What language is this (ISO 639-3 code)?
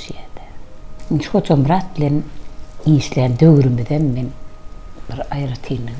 tuk